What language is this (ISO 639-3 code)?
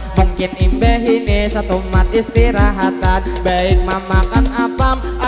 bjn